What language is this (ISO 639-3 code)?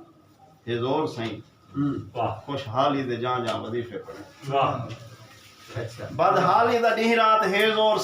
skr